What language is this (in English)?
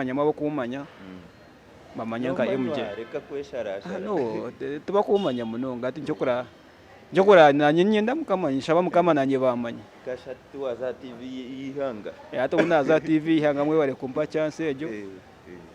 Nyankole